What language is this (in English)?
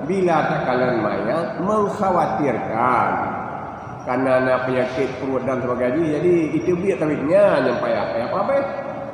Achinese